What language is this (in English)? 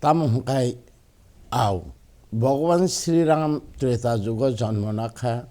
Kok Borok